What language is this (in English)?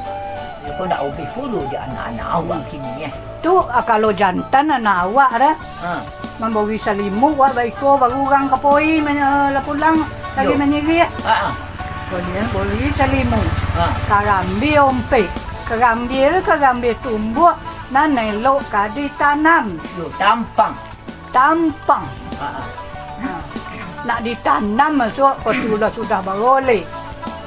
Minangkabau